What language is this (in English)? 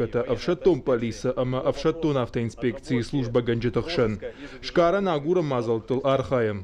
Ossetic